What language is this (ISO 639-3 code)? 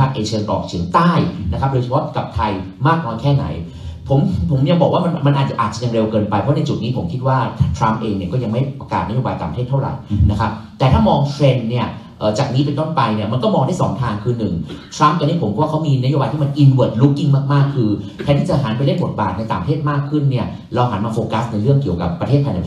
tha